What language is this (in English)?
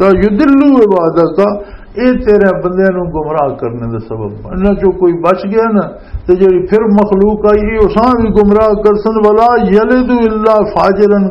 Western Panjabi